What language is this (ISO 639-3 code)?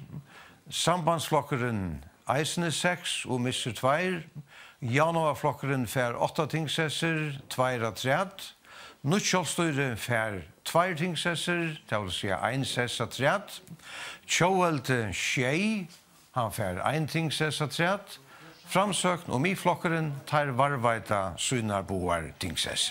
fao